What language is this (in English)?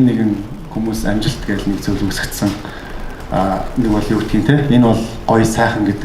Mongolian